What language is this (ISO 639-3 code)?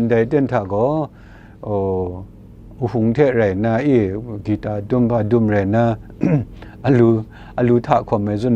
kac